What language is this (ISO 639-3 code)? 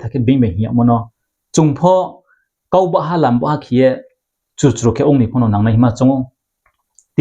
ria